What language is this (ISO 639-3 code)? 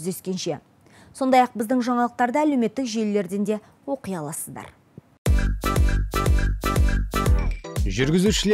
kaz